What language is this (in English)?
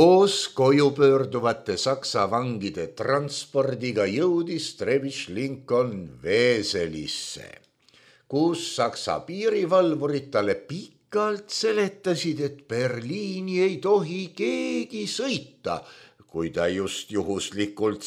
Estonian